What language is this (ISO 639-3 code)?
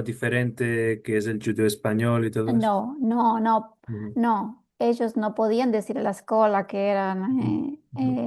lad